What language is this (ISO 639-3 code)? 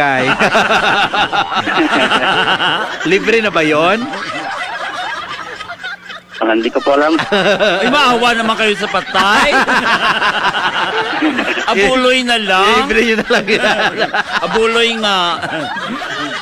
fil